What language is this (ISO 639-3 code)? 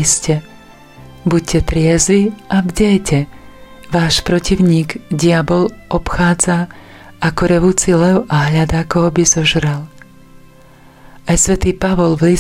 slk